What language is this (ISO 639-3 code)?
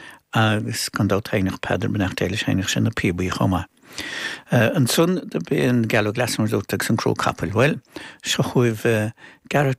gle